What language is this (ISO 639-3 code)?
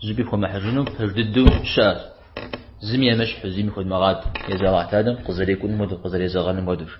kbd